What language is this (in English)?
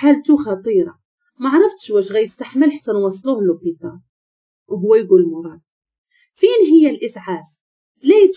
Moroccan Arabic